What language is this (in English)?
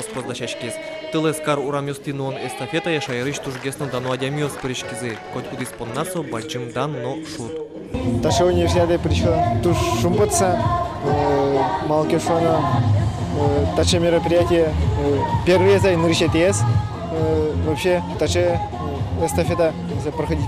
Udmurt